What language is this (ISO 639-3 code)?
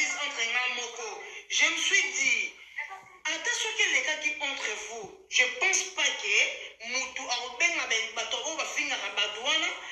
lin